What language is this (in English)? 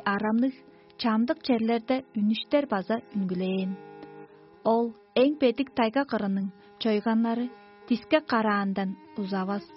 Tuvinian